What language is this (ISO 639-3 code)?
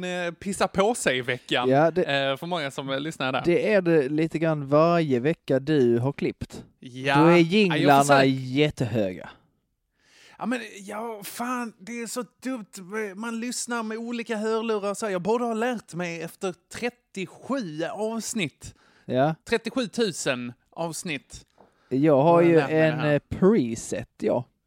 swe